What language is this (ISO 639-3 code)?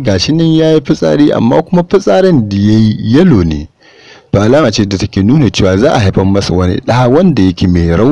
hau